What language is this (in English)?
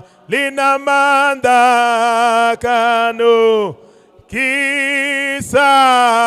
Venda